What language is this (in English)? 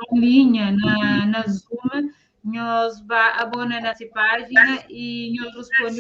Kabuverdianu